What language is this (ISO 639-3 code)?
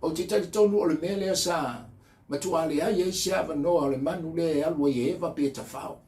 smo